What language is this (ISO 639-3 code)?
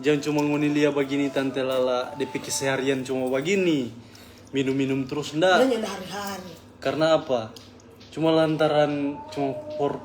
xmm